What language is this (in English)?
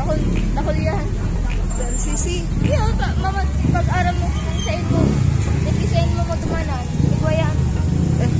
Bikol